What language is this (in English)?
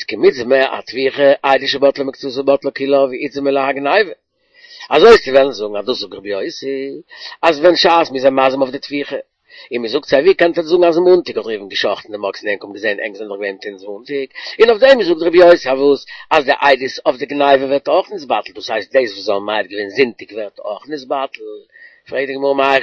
Yiddish